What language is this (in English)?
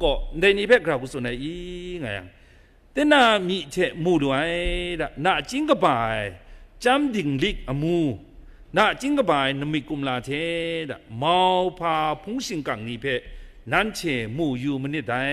Kachin